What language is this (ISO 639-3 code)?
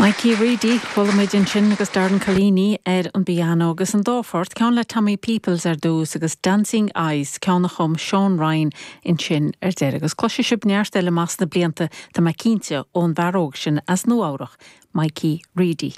gle